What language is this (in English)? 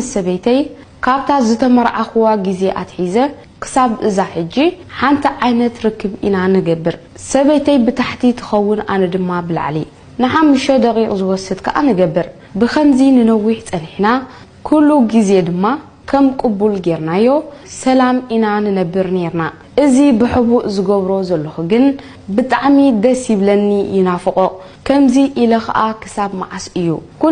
Tigrinya